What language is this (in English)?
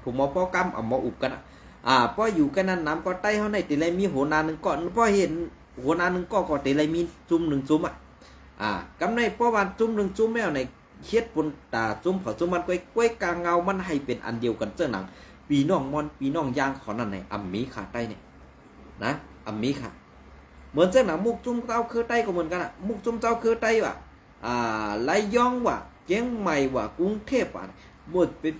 Shan